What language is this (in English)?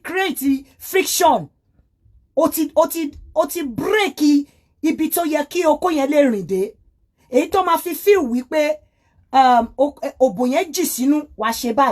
Yoruba